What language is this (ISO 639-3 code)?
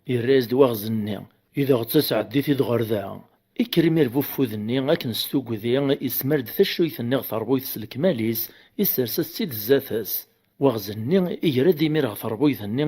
kab